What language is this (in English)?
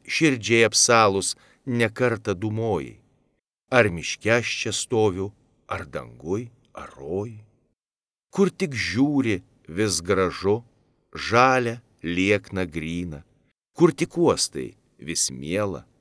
Lithuanian